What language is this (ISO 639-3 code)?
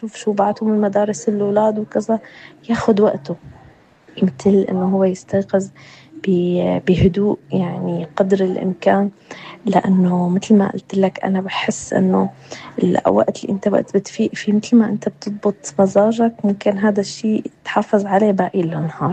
apc